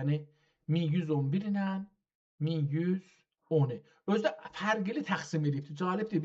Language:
South Azerbaijani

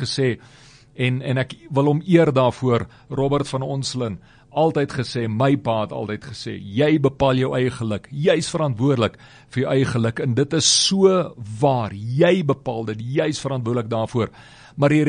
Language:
Afrikaans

